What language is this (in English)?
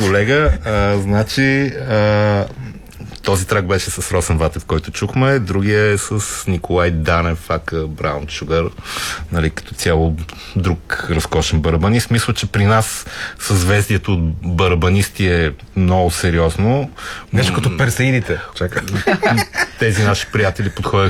Bulgarian